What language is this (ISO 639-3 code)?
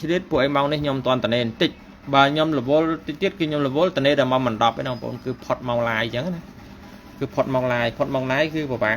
khm